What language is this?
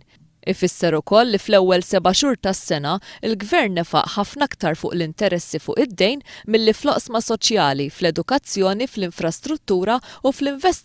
Maltese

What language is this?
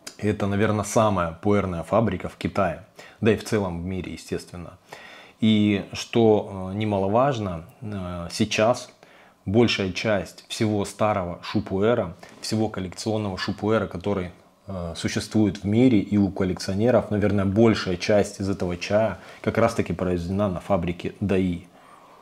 Russian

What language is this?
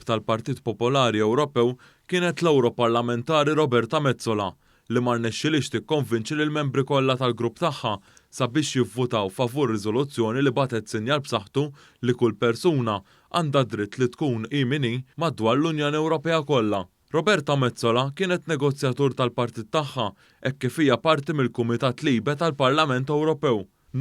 Maltese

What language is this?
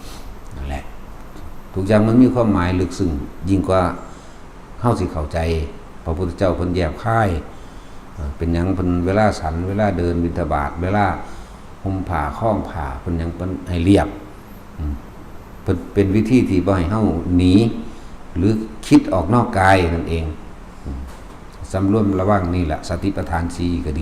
Northeastern Thai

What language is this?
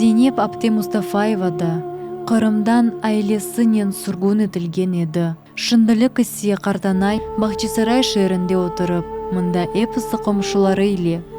Crimean Tatar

